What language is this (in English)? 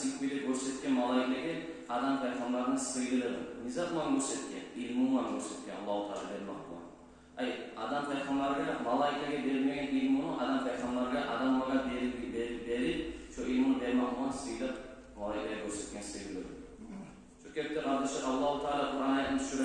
Kumyk